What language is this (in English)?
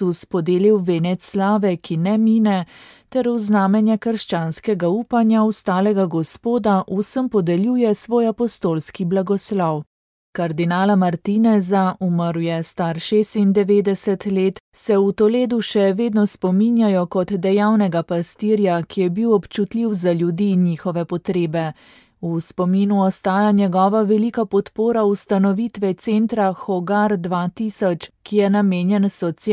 Slovenian